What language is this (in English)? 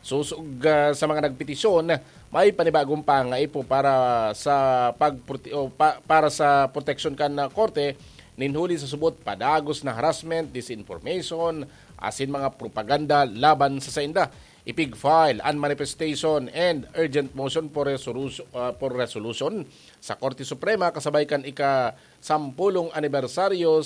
Bikol